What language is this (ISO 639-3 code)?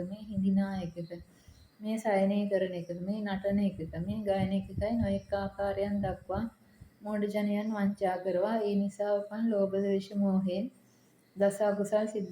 sin